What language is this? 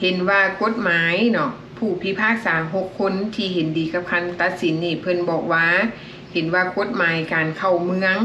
Lao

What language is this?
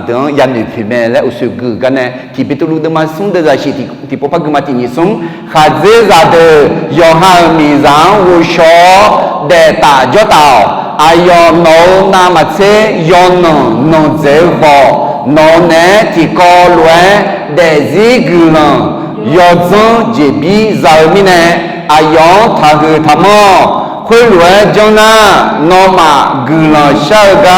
Akha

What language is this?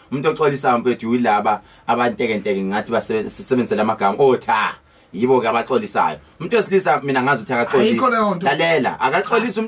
Zulu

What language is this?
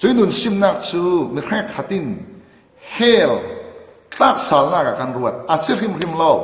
Falam Chin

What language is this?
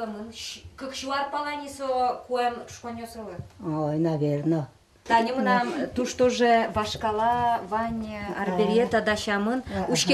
Udmurt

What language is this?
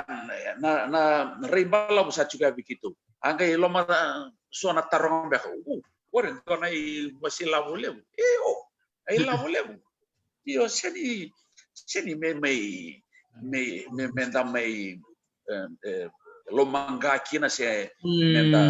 Fijian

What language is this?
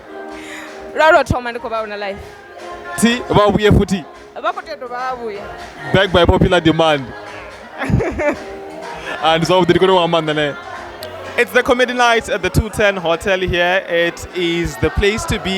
Venda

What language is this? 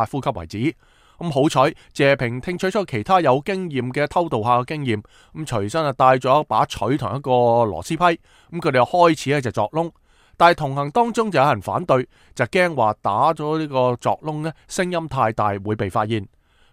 Cantonese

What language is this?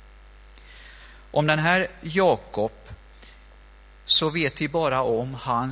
Swedish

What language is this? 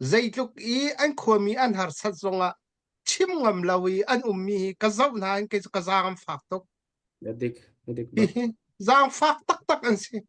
Hakha Chin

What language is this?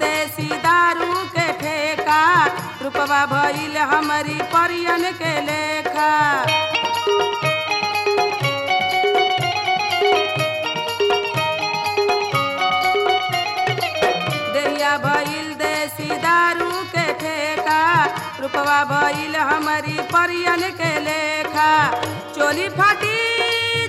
Bhojpuri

